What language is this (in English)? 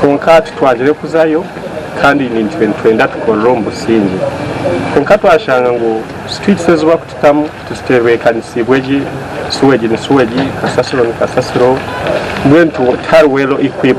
Nyankole